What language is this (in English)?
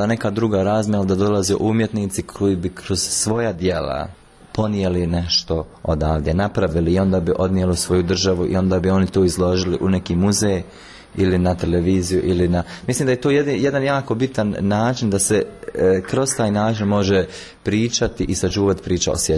Croatian